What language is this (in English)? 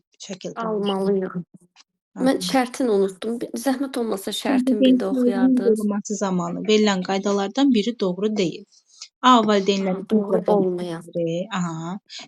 Azerbaijani